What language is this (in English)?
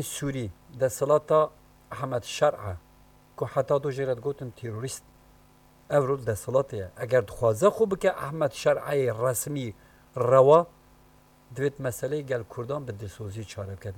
Kurdish